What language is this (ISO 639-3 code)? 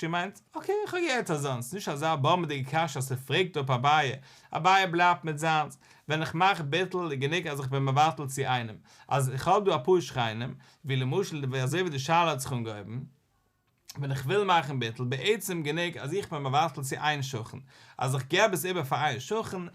yid